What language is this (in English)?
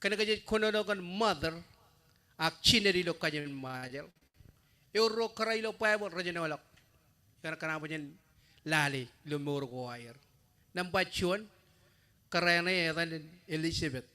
Marshallese